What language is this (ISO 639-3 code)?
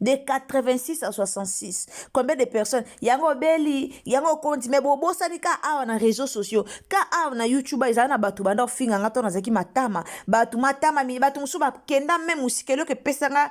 lin